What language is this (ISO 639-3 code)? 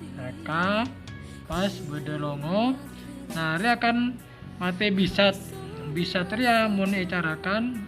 mad